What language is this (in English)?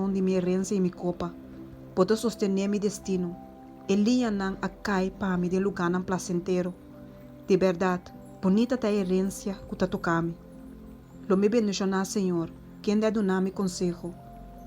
Papiamento